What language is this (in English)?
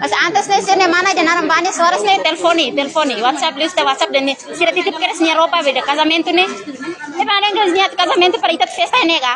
Tetum